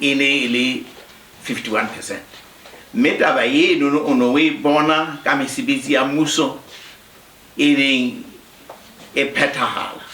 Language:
Southern Sotho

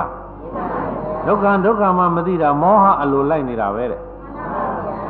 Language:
Burmese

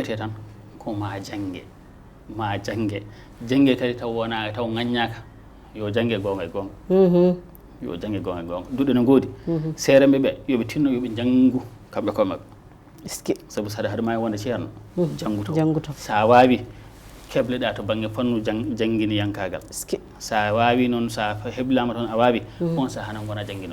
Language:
Fula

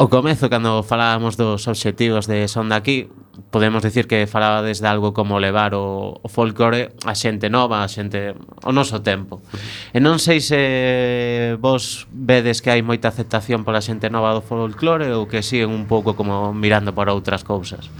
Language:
Galician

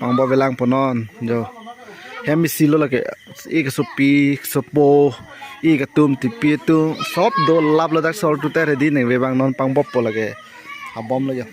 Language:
Karbi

